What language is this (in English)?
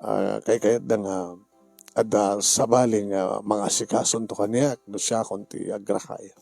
Iloko